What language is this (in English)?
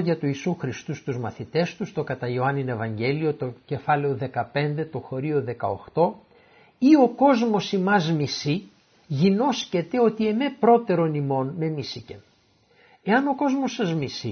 Greek